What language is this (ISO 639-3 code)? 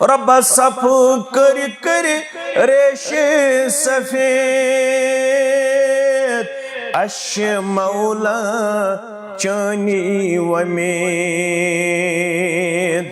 kas